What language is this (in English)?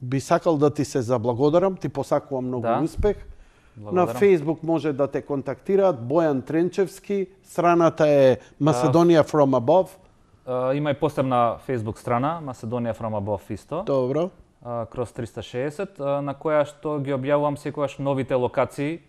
Macedonian